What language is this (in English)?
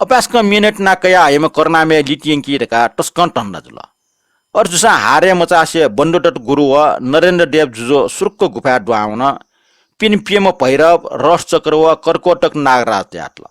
Newari